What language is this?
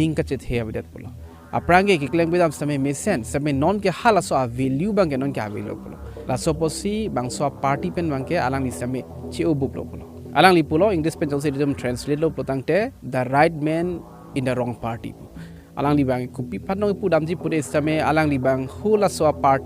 Karbi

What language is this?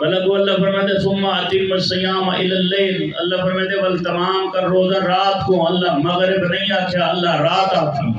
Saraiki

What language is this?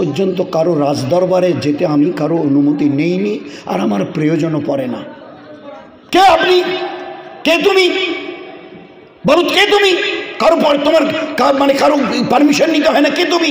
Bangla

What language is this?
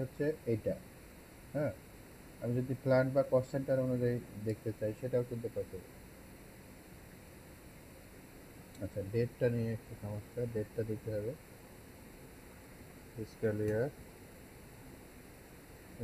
Bangla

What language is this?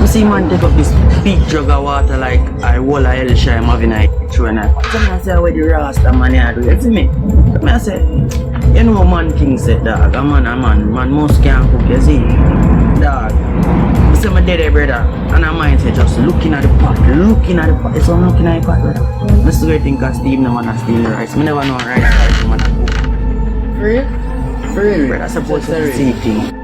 Jamaican Creole English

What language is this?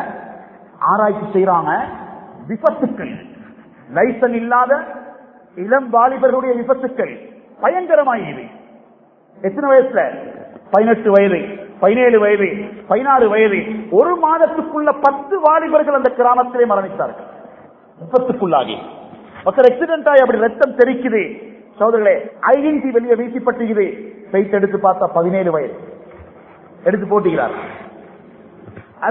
Tamil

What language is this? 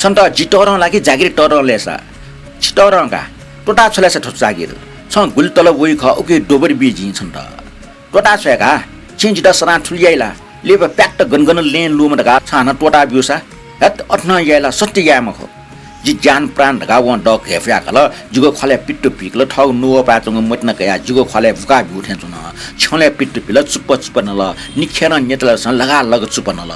Newari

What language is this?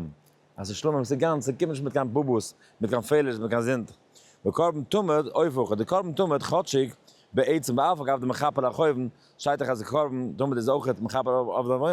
Yiddish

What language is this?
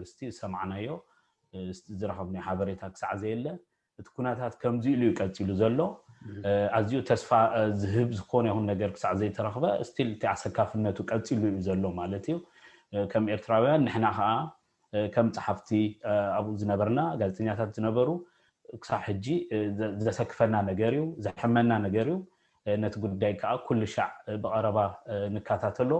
Tigrinya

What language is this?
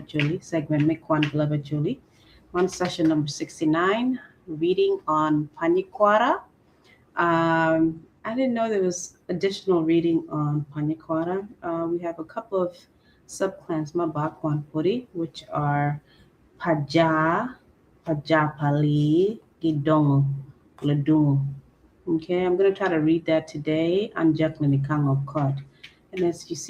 Acoli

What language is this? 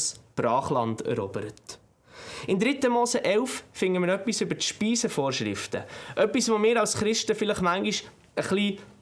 Swiss German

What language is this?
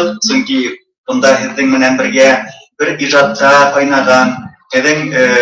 Bashkir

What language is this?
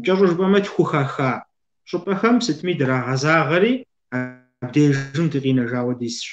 Kabardian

